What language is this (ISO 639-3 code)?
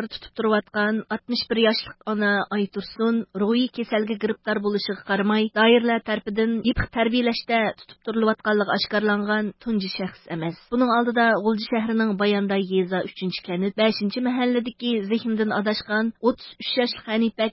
uig